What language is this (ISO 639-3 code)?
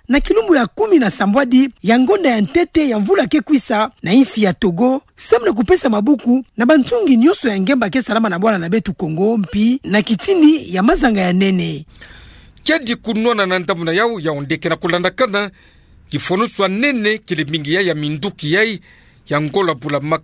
ktu